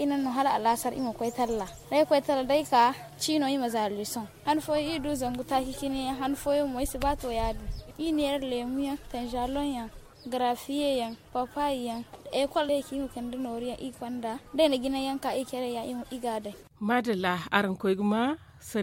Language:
Zarma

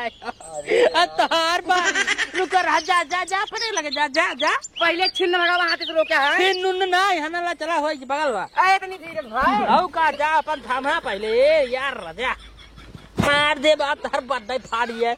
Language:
Awadhi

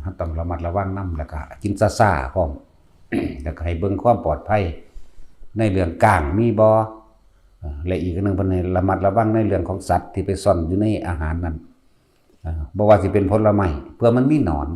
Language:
Northeastern Thai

